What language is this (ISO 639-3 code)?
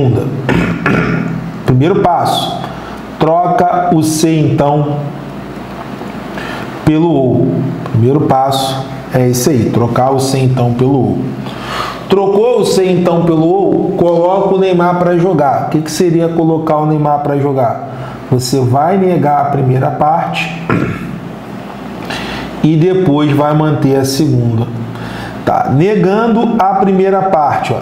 por